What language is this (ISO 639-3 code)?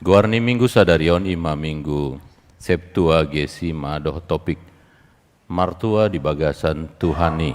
bbc